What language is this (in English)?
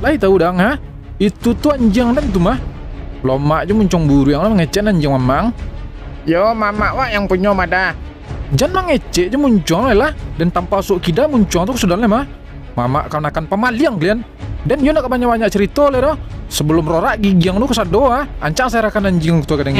Minangkabau